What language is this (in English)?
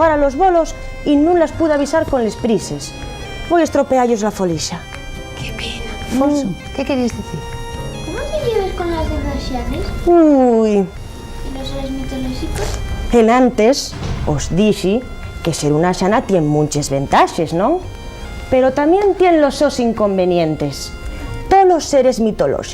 Asturian